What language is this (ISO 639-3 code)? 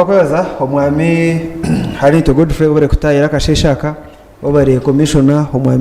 nyn